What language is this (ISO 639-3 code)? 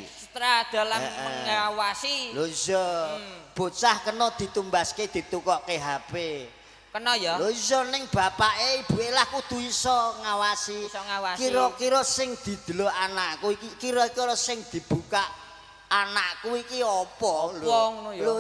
jav